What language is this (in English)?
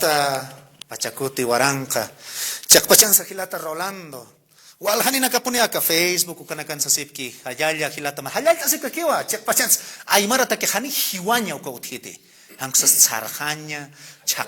Aymara